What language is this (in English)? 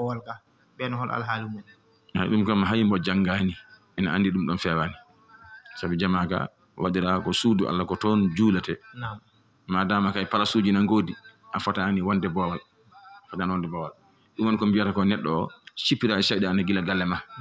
Fula